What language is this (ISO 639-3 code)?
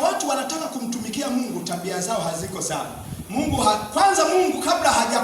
swa